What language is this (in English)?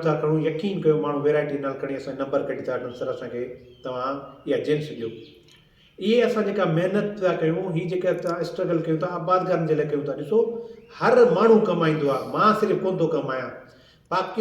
Sindhi